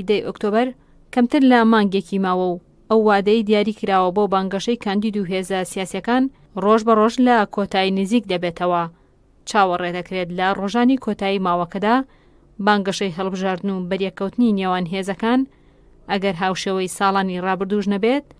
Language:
Central Kurdish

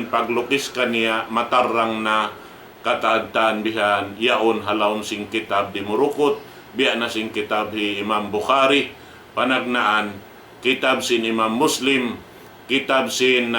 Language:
Tausug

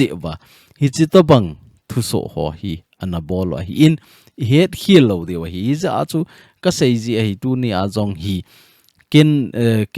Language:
Thado Chin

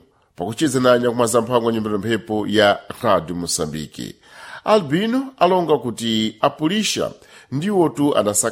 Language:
Sena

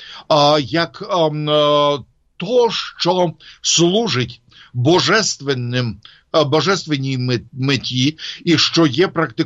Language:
Ukrainian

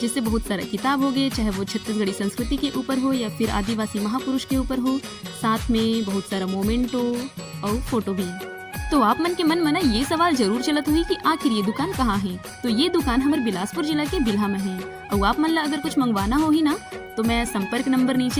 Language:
Chhattisgarhi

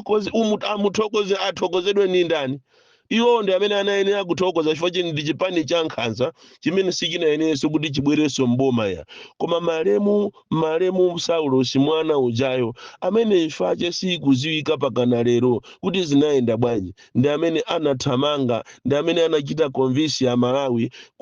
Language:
Nyanja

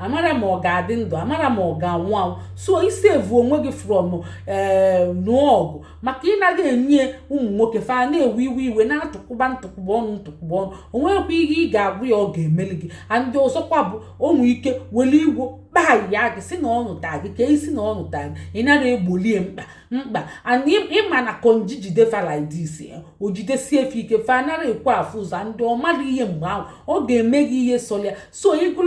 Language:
Igbo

